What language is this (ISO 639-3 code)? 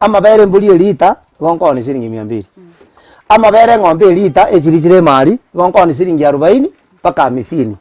guz